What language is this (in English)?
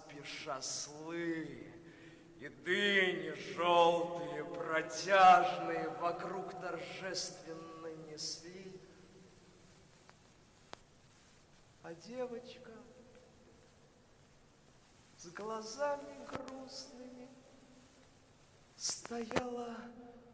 Russian